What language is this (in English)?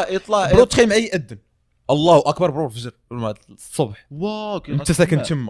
Moroccan Arabic